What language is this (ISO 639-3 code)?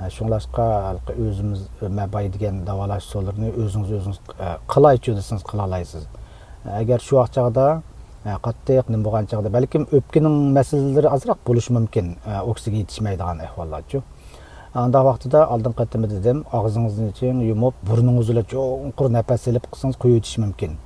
uig